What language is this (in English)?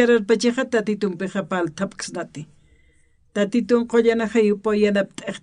Aymara